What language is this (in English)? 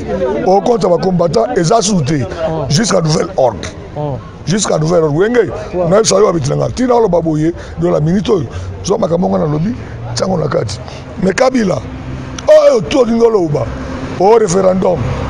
Lingala